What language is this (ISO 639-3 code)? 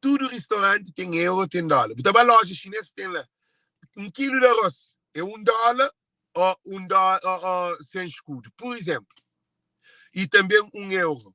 kea